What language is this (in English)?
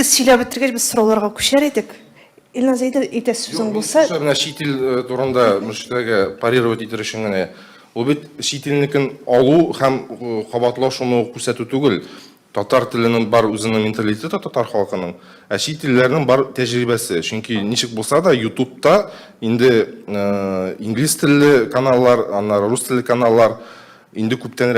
Tatar